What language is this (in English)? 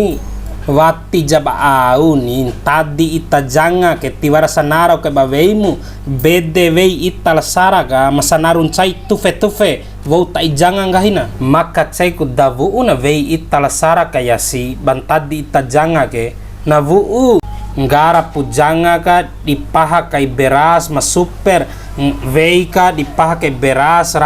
Bima